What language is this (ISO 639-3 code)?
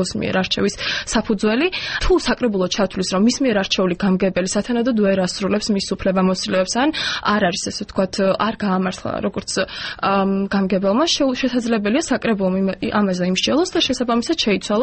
kat